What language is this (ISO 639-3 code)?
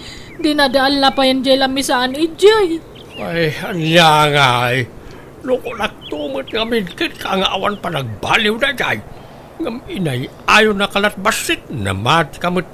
ilo